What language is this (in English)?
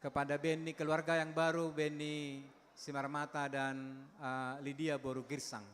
Batak Simalungun